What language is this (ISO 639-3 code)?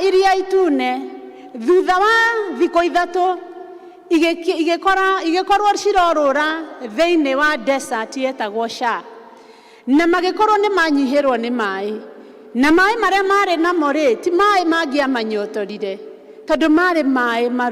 kik